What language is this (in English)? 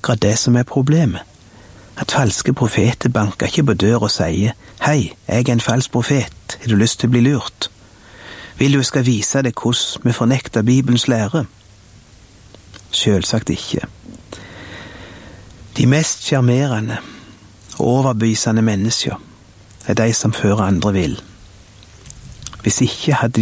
Norwegian